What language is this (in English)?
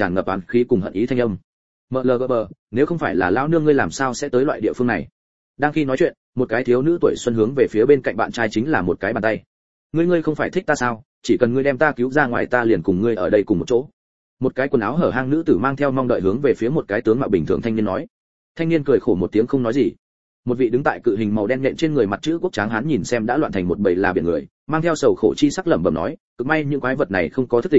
Vietnamese